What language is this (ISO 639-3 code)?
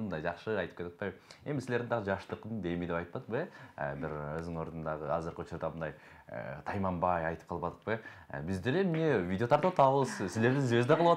kir